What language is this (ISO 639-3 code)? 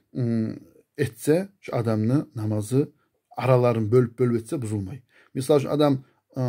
kum